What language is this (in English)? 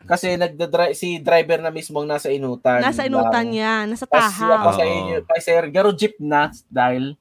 Bikol